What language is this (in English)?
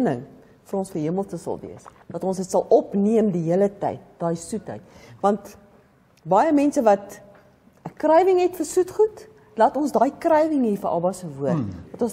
Afrikaans